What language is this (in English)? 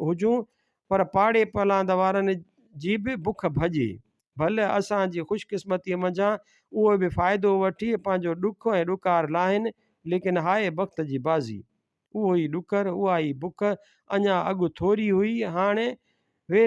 Sindhi